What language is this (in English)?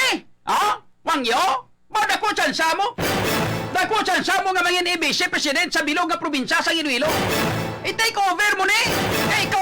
Hiligaynon